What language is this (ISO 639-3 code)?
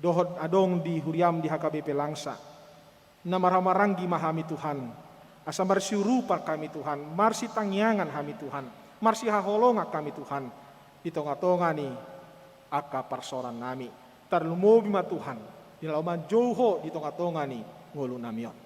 bbc